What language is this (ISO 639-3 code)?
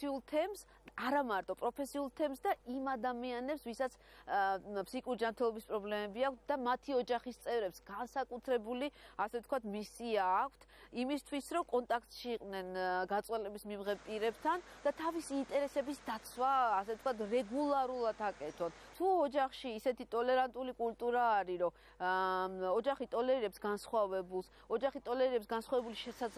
kat